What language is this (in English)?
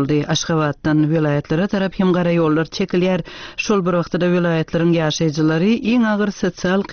Turkmen